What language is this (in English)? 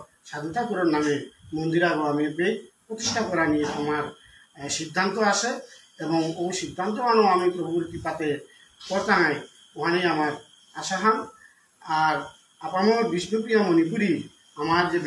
Bishnupriya